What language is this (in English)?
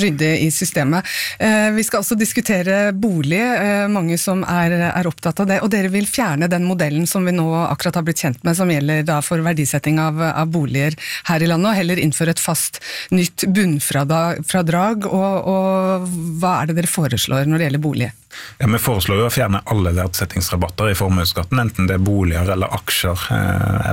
Norwegian